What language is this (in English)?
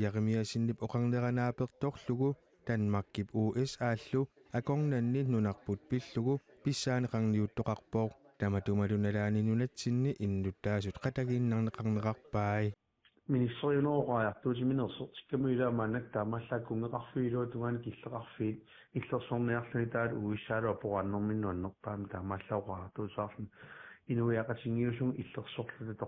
Kalaallisut